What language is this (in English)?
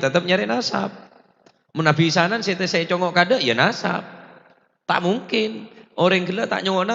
Madurese